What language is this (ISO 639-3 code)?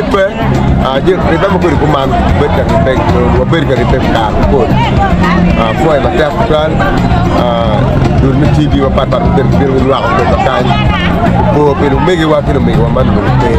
ach